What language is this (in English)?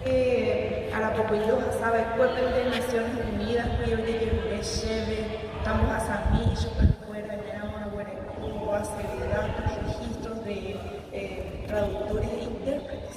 Guarani